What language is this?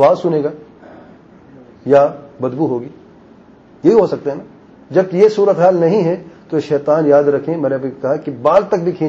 Urdu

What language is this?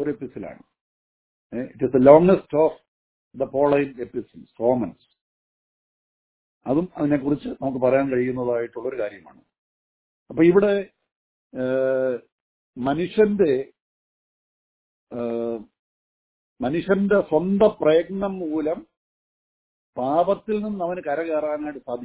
Malayalam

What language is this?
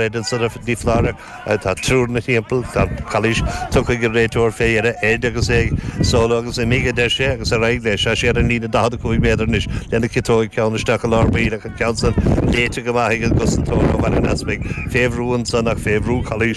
Irish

